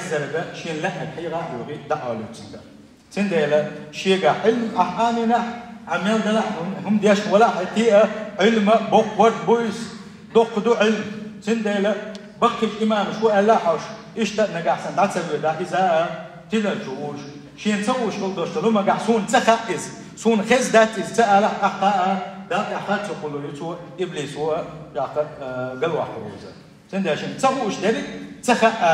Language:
Chechen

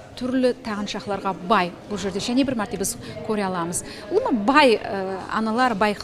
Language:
Kara-Kalpak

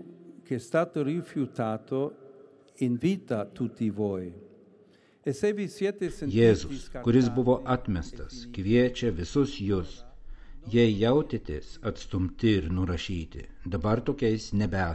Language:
Lithuanian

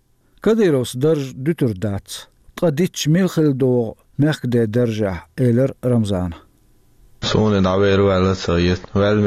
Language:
Chechen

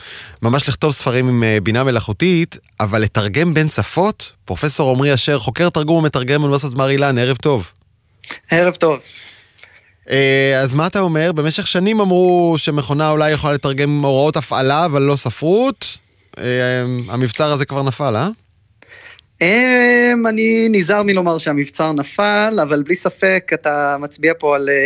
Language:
Hebrew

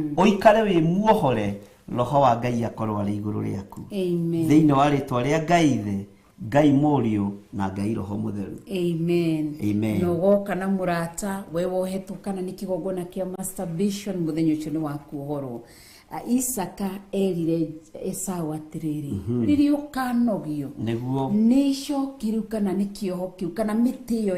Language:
Kikuyu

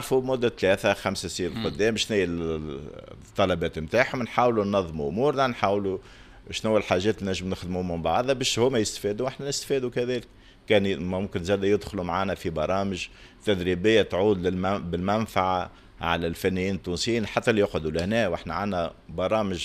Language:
Tunisian Arabic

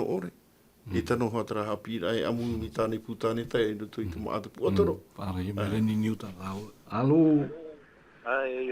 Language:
Tahitian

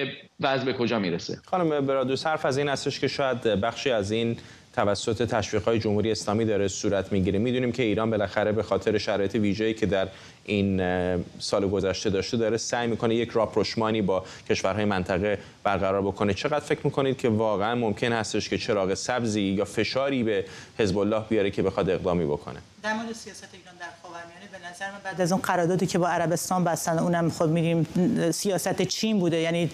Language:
Persian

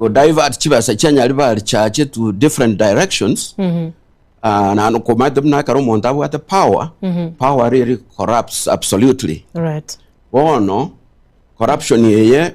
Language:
Gusii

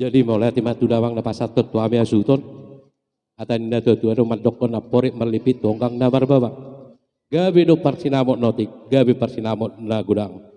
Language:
Batak Toba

